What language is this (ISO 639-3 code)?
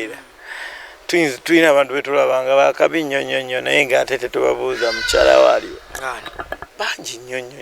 lug